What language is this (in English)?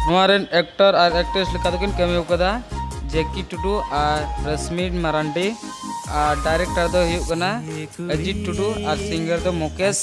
Santali